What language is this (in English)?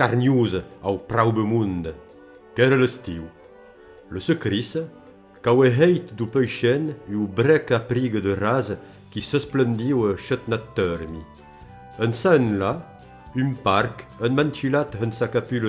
Occitan